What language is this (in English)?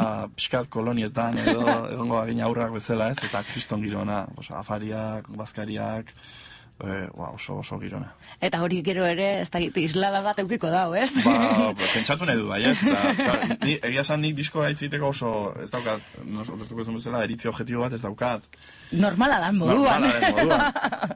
Basque